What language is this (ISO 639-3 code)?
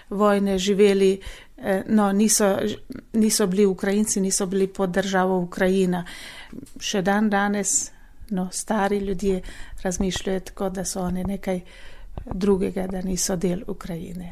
slv